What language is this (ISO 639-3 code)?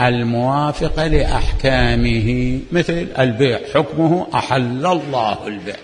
acm